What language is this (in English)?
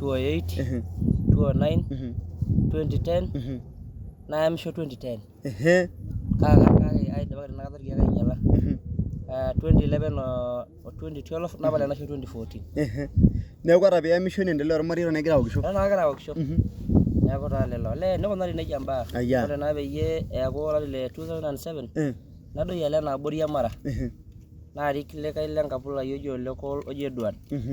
Masai